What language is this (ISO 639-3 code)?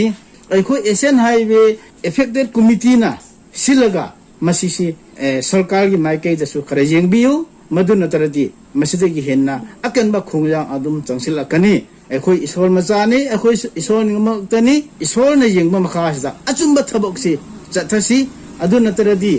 mni